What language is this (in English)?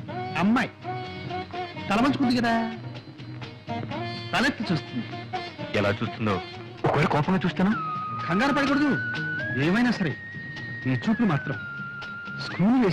Telugu